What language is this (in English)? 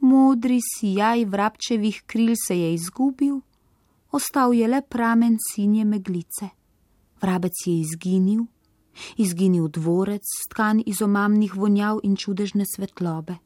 Slovenian